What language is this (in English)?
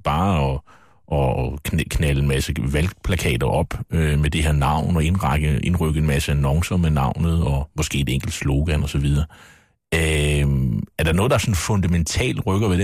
Danish